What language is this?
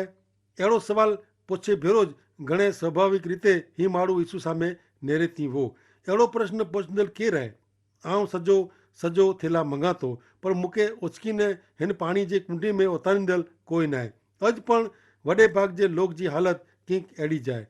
Kachhi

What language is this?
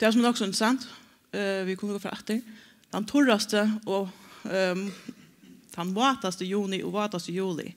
Faroese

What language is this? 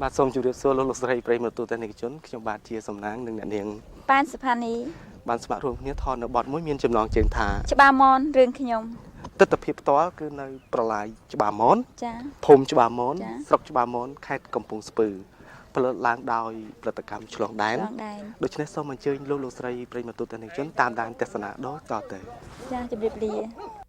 Khmer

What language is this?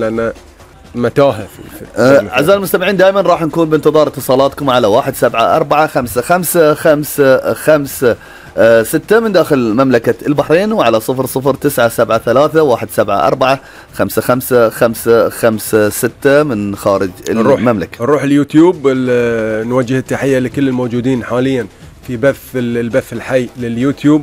Gulf Arabic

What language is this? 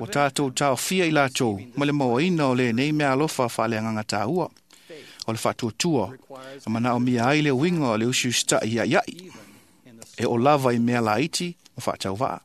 Samoan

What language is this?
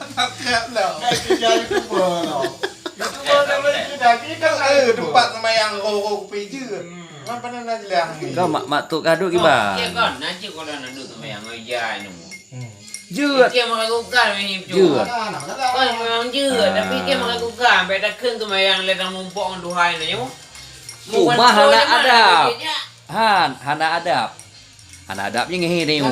Achinese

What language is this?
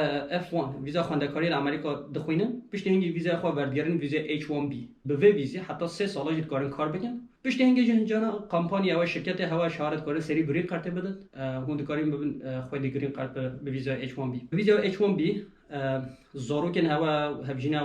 Kurdish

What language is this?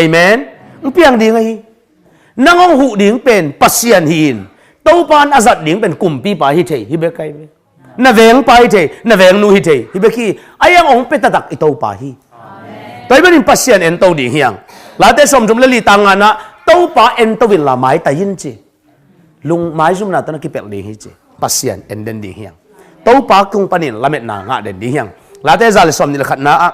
Tedim Chin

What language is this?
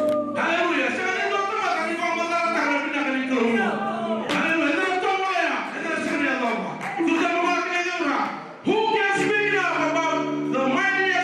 Fijian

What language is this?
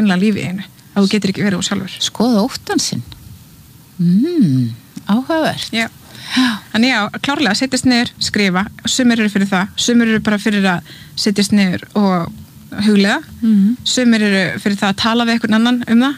Icelandic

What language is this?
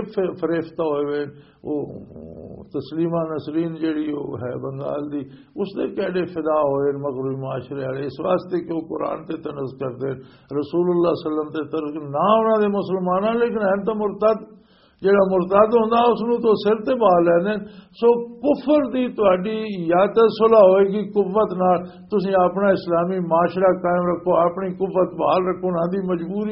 Western Panjabi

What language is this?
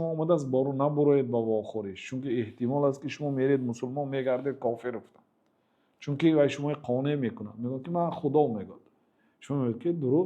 Tajik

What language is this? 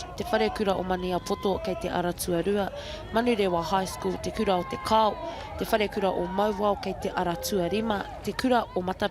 Māori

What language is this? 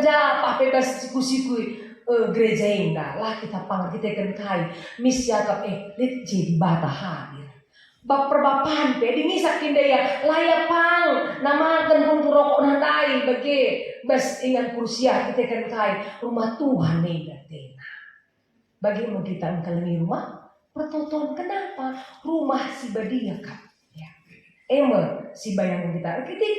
Batak Karo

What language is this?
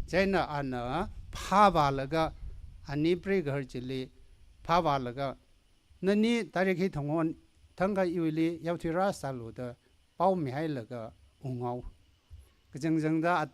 Tangkhul Naga (India)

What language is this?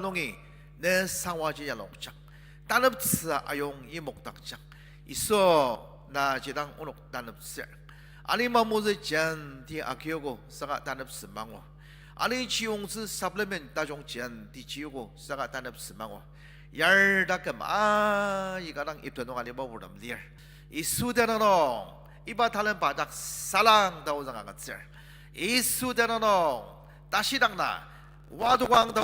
Ao Naga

